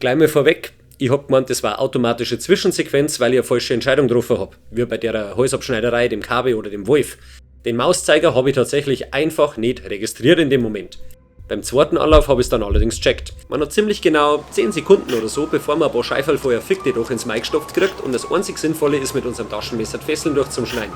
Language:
Bavarian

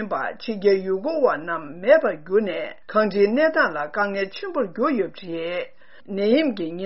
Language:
Tibetan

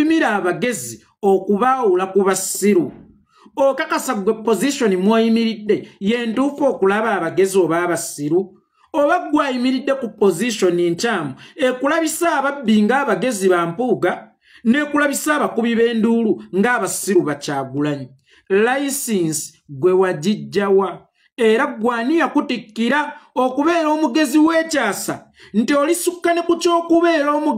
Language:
Ganda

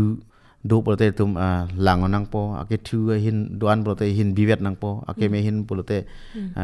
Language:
Karbi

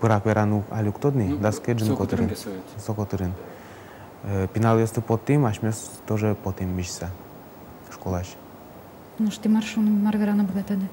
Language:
Udmurt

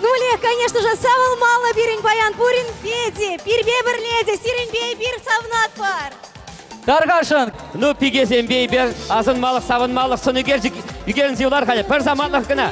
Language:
Chuvash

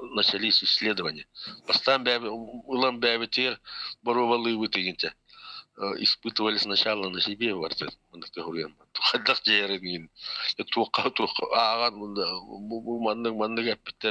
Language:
Yakut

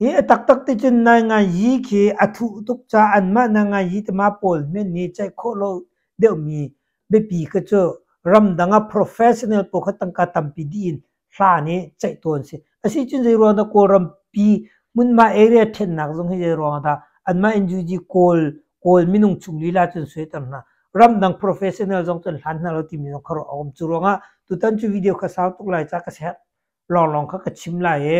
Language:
Hakha Chin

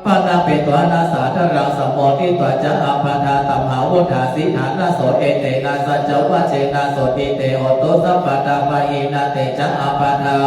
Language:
Pali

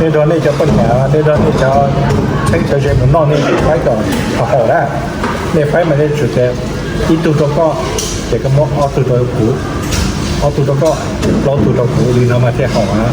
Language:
Hmong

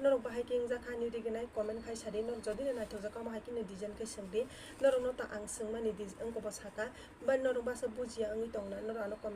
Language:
Kok Borok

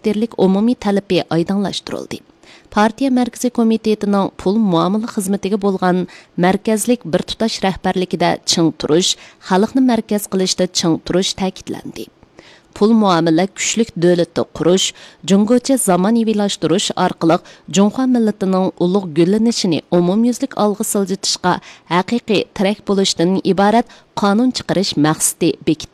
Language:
Uyghur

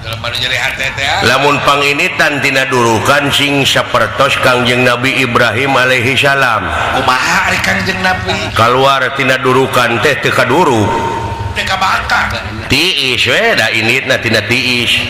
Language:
Sundanese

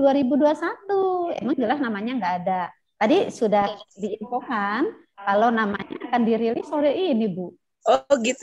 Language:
Indonesian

